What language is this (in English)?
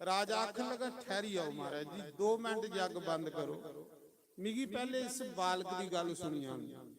Dogri